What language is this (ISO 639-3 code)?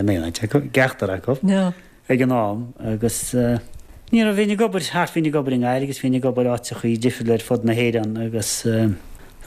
gle